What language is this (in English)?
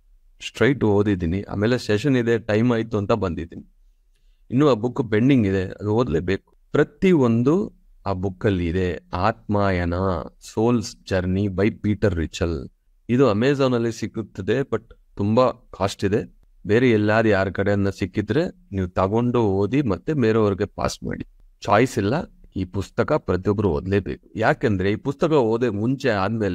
Kannada